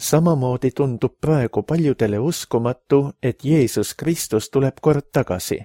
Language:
Estonian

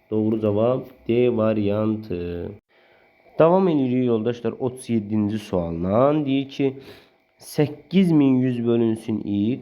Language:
Azerbaijani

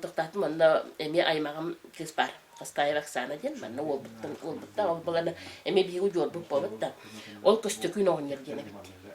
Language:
Yakut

